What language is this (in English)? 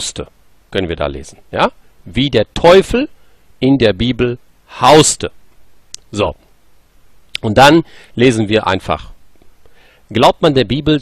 German